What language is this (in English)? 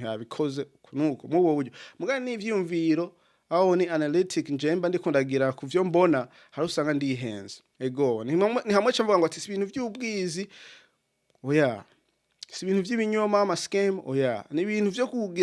Rundi